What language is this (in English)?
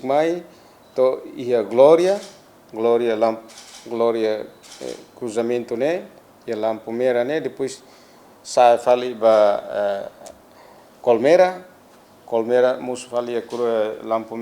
Tetum